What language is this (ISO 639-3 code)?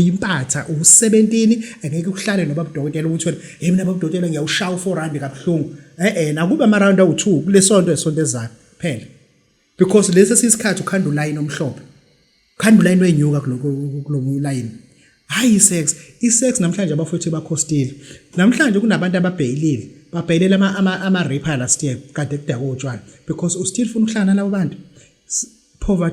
zul